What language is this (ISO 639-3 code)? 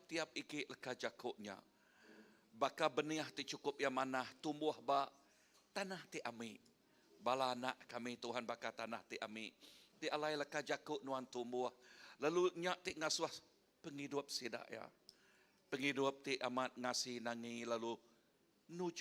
iba